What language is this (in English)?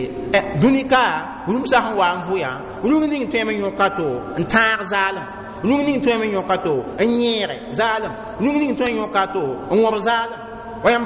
Mossi